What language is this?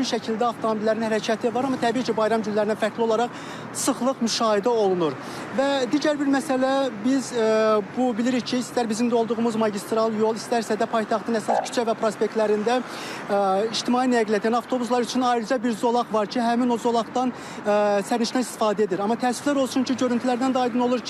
Azerbaijani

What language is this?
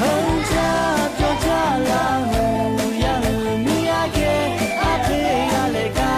Lahu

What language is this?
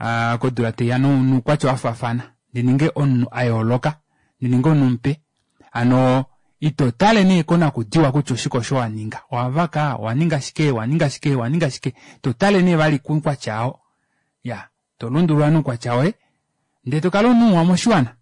Kuanyama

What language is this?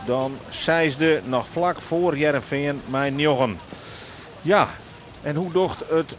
Western Frisian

